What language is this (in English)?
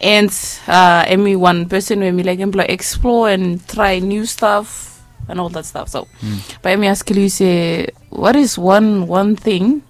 Bislama